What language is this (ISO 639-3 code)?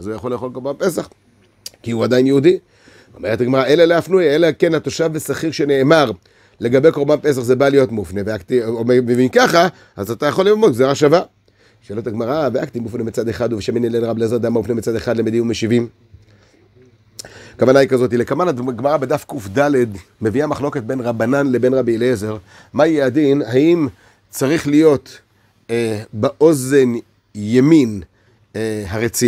heb